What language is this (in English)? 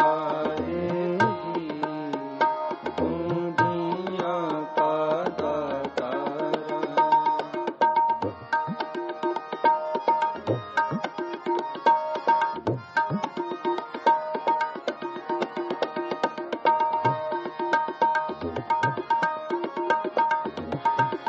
Punjabi